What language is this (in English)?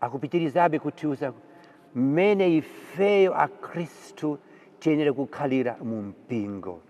Nyanja